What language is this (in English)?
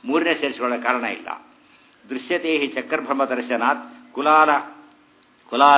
Kannada